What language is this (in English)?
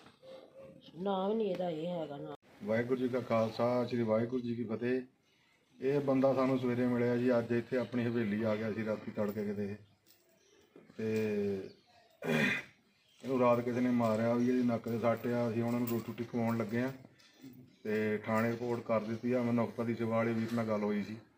Punjabi